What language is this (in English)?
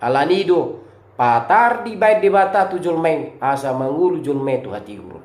Batak Toba